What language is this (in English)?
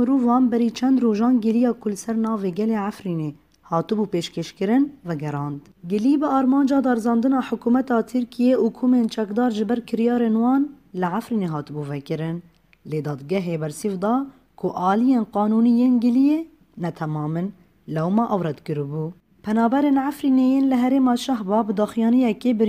Kurdish